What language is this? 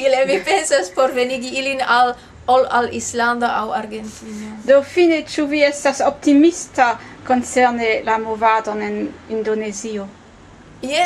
Esperanto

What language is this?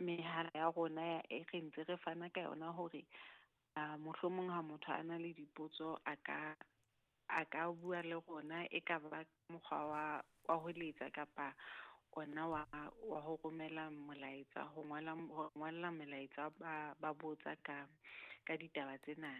Southern Sotho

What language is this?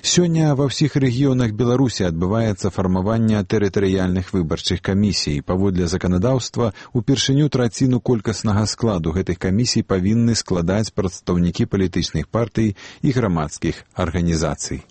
Belarusian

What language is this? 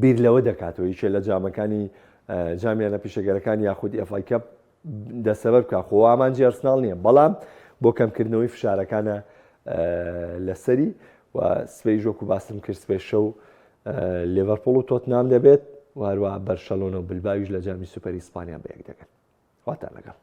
Central Kurdish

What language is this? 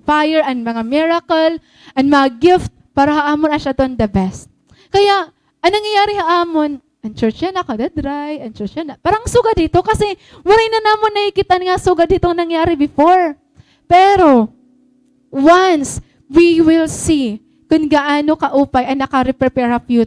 Waray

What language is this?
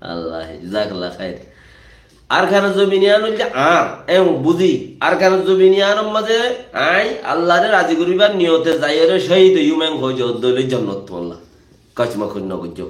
Rohingya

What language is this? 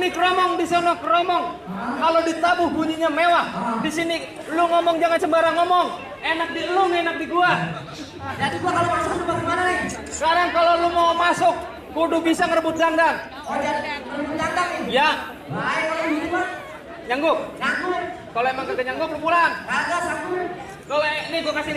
Betawi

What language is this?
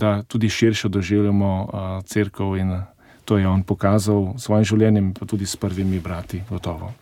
Slovenian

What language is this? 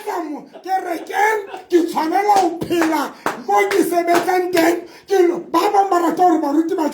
Southern Sotho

